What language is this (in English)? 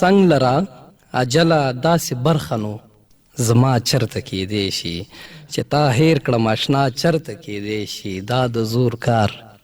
Pashto